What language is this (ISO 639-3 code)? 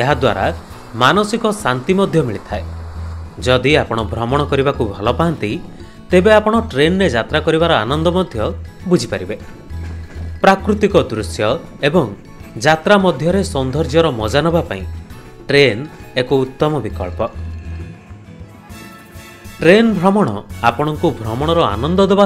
ori